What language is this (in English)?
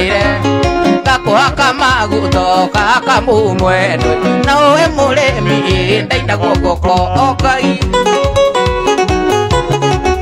Kikuyu